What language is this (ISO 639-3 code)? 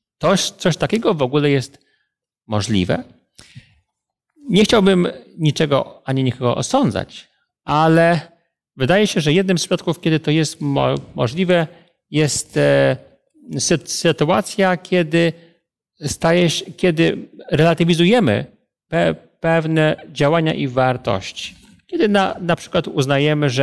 pol